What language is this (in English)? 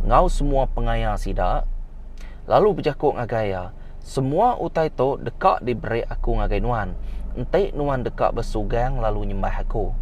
Iban